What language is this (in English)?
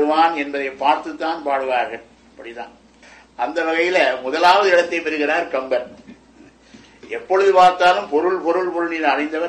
Tamil